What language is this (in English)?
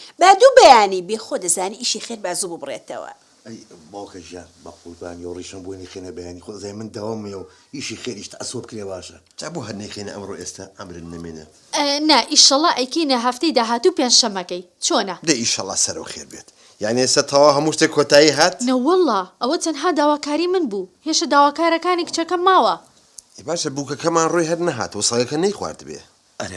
Central Kurdish